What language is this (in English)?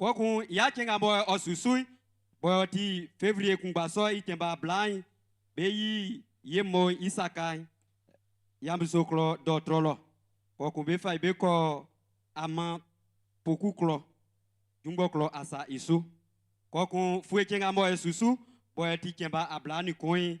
Baoulé